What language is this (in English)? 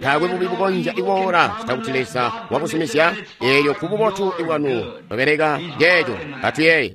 Tonga (Zambia)